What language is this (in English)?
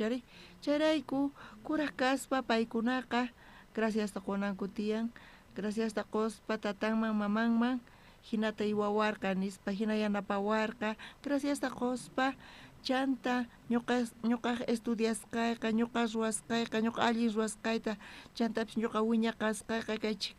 South Bolivian Quechua